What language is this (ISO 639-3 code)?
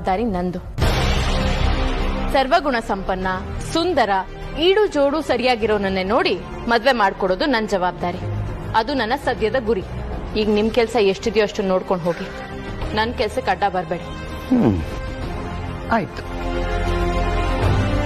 kan